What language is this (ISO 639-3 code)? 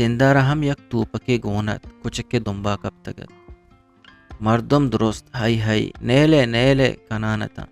bgp